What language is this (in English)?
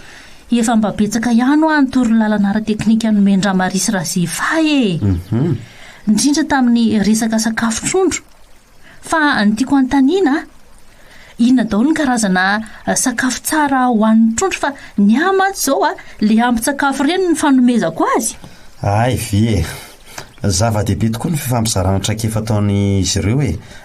Malagasy